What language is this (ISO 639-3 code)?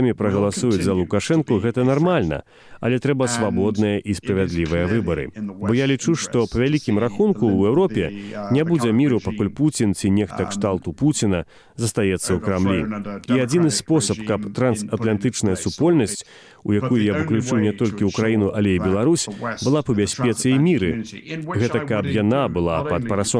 bel